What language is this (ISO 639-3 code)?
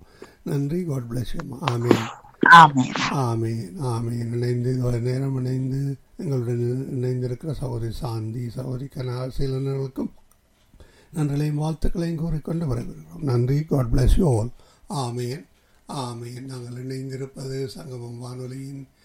tam